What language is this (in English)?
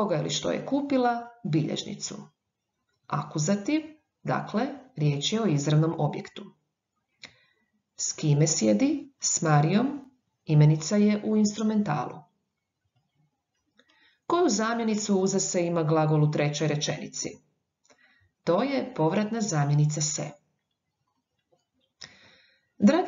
Croatian